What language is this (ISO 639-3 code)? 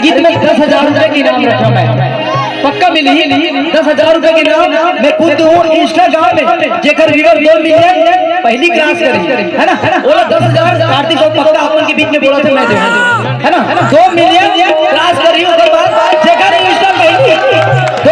hne